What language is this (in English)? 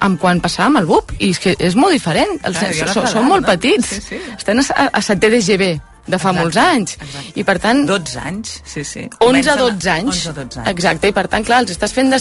Catalan